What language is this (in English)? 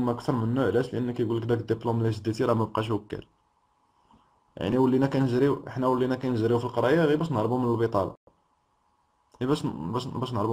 Moroccan Arabic